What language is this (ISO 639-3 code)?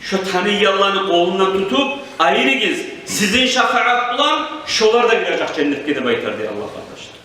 kum